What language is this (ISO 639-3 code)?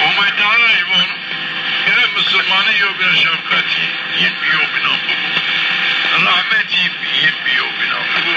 zza